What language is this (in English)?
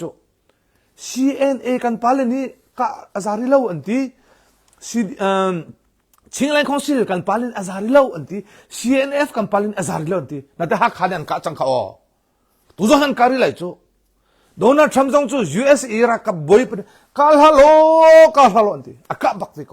Hakha Chin